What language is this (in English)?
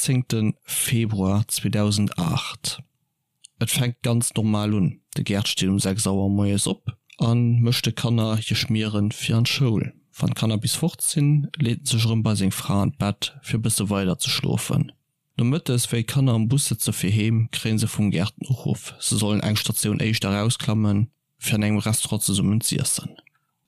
Luxembourgish